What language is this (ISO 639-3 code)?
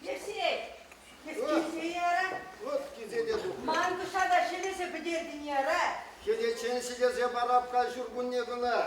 chv